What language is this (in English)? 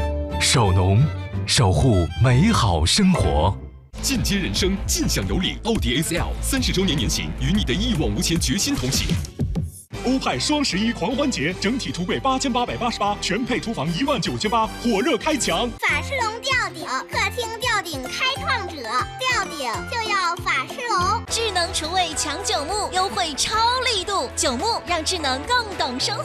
Chinese